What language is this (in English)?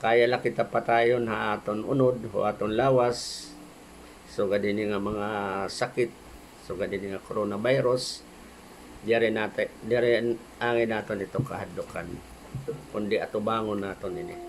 Waray